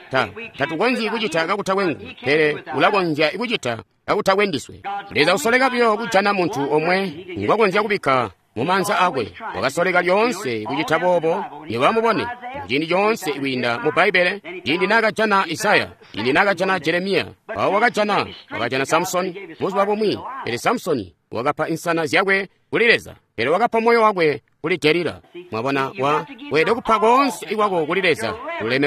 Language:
Tonga (Zambia)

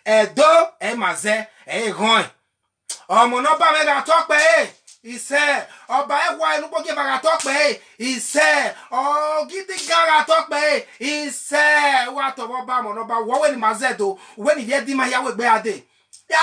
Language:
Bini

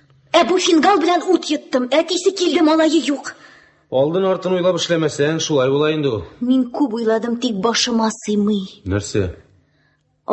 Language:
Tatar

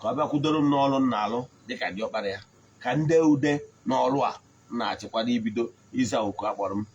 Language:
Igbo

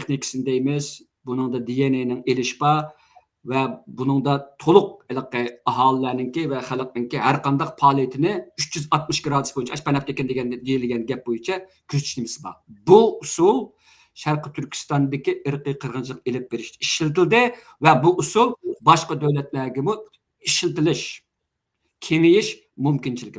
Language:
Uyghur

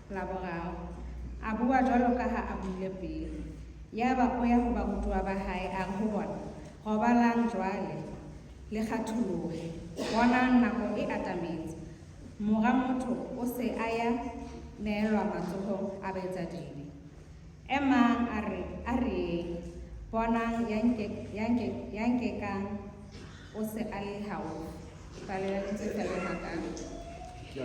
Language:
Southern Sotho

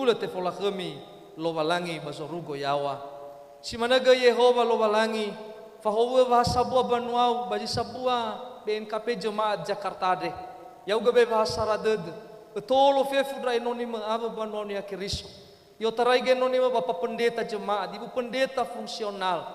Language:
Nias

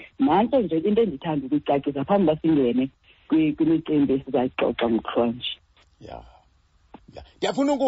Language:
Xhosa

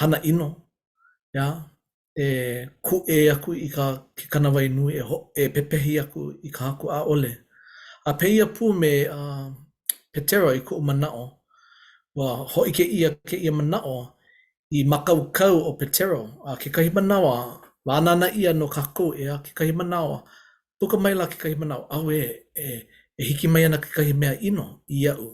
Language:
Hawaiian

